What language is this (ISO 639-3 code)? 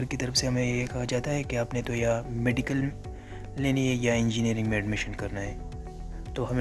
hin